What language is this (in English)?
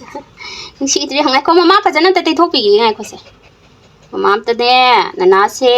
Manipuri